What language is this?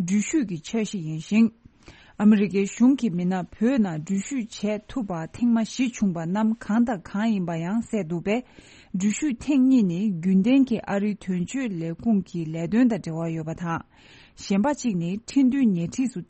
Tibetan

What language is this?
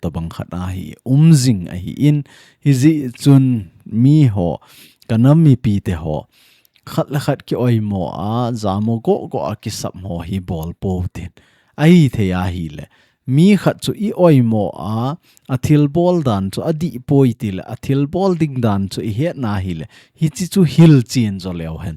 Thado Chin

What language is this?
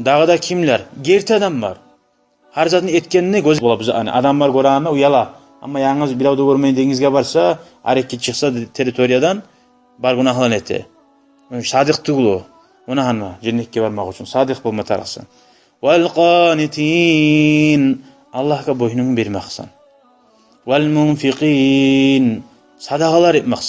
Kumyk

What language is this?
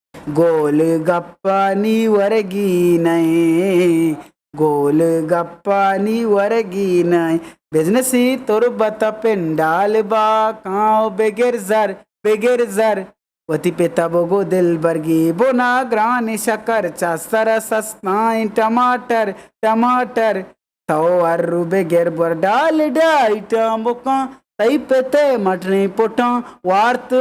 Eastern Balochi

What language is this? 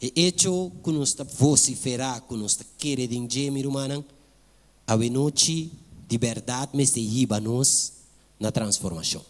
Papiamento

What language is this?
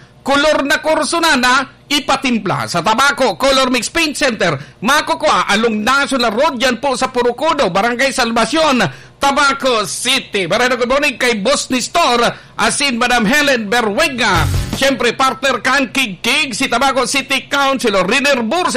Bikol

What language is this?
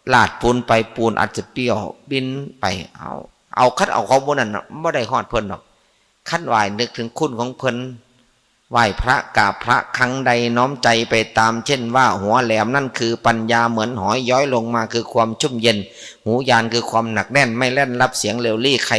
Northeastern Thai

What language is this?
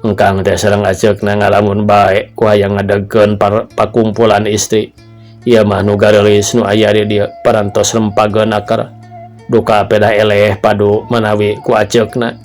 Sundanese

